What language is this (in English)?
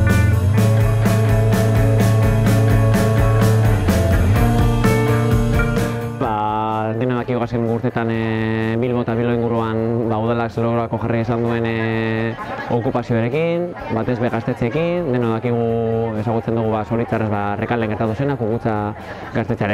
Basque